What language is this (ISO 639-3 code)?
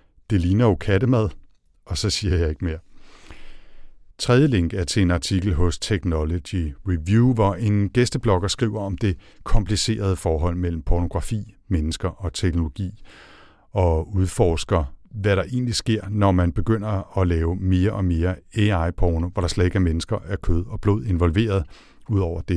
dan